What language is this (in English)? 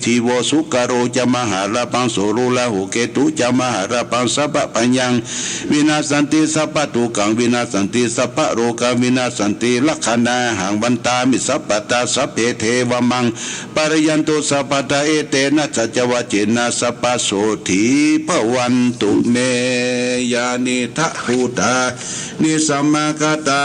Pali